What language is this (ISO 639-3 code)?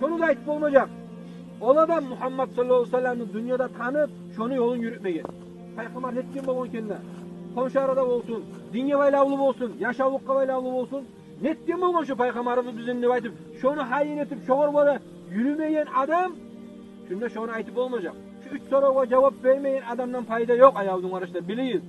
kum